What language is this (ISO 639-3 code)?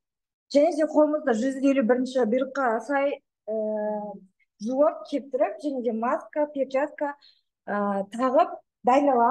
kaz